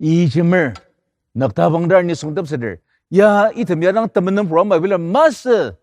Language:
Ao Naga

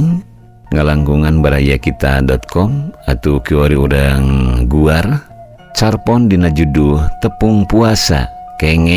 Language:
Sundanese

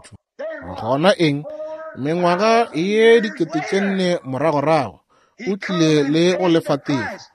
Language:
Northern Sotho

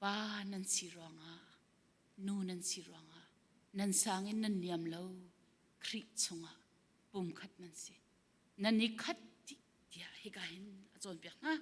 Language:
Hakha Chin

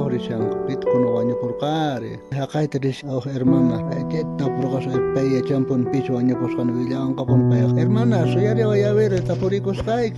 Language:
South Bolivian Quechua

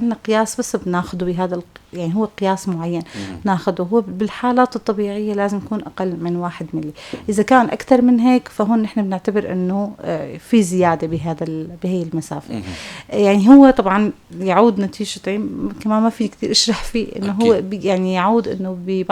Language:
North Levantine Arabic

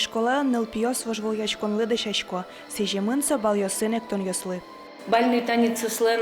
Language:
Udmurt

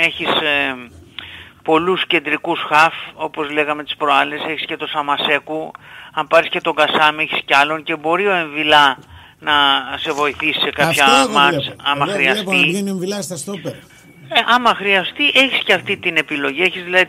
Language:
Greek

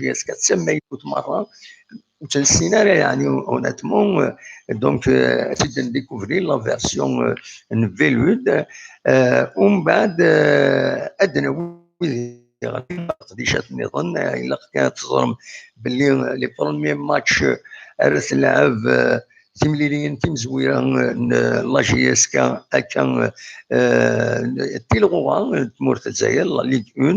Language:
Kabyle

